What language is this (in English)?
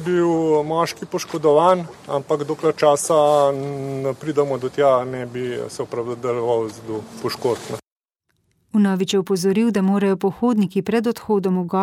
Slovenian